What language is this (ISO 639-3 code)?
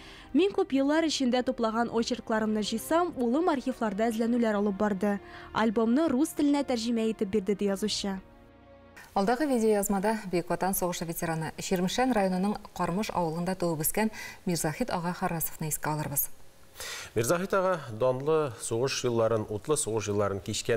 tat